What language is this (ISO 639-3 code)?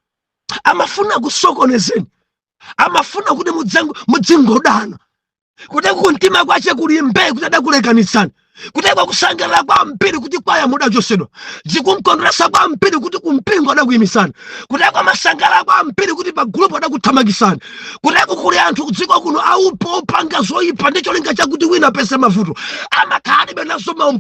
nya